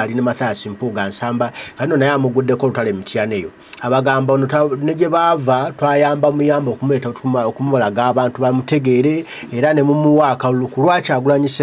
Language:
Ganda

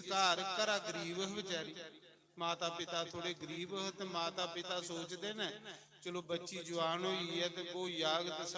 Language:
Dogri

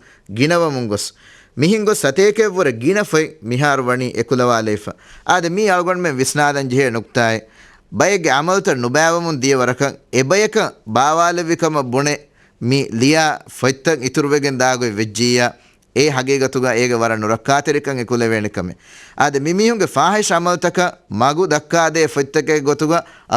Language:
Divehi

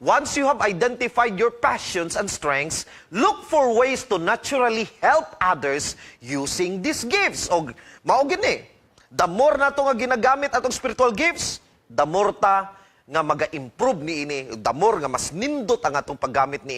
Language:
Cebuano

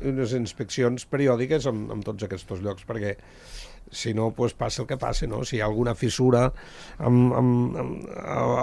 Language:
Catalan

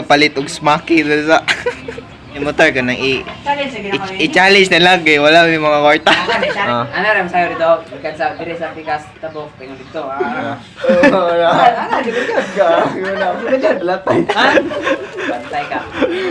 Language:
Cebuano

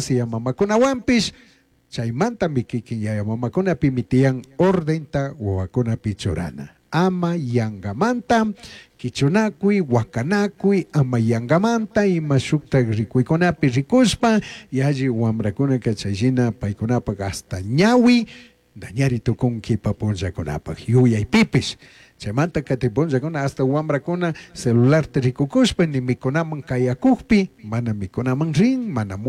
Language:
Chimborazo Highland Quichua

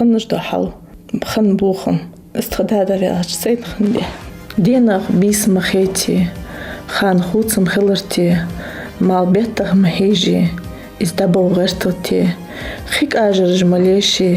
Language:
Ingush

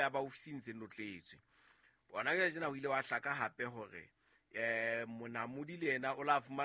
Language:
Southern Sotho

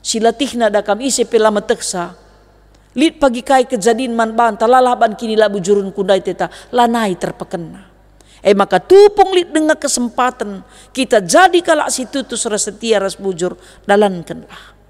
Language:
Batak Karo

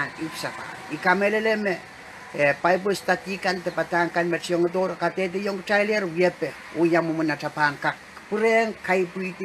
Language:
Pohnpeian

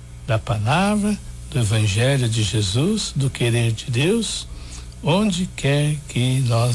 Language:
Portuguese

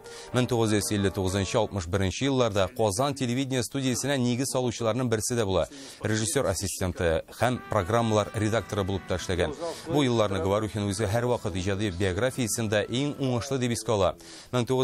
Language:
Tatar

